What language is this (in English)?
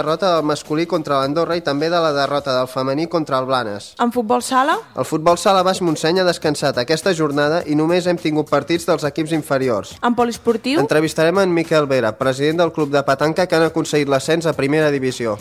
Catalan